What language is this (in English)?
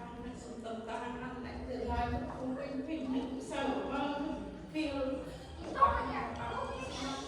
Central Mnong